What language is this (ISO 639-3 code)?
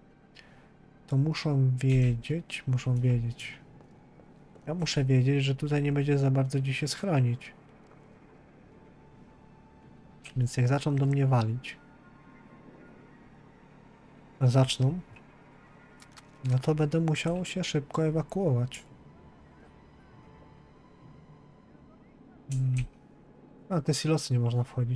pol